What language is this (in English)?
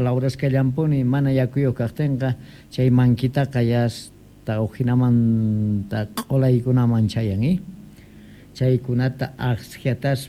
Quechua